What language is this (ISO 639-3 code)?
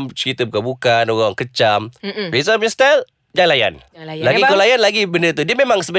msa